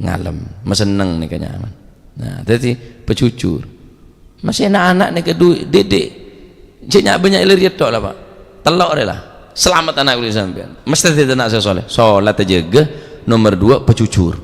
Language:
Madurese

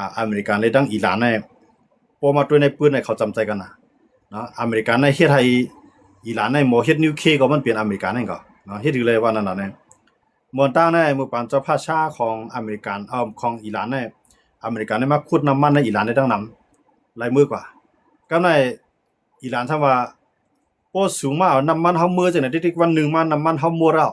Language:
Shan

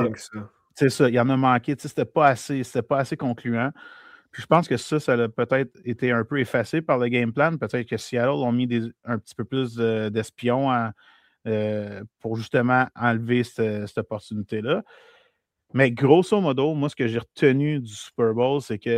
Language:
French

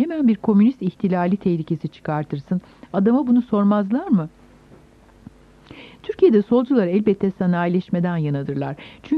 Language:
Turkish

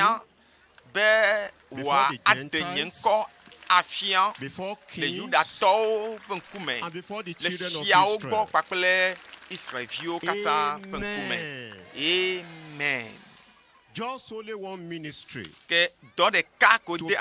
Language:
Ewe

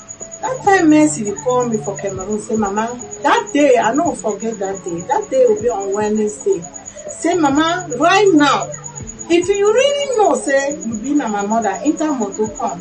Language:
Nigerian Pidgin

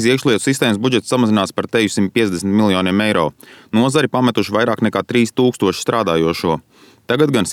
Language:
Latvian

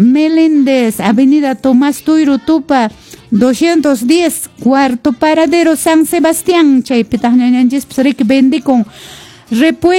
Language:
Quechua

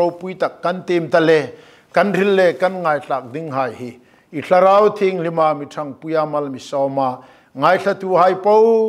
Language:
Hmar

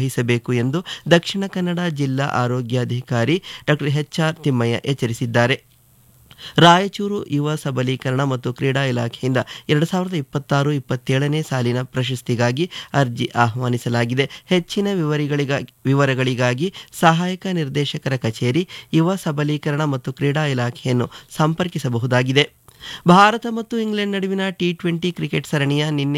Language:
Kannada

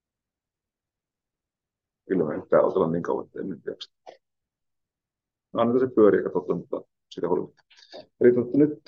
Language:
Finnish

